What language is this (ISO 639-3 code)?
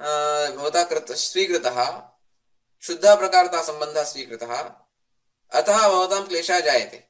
san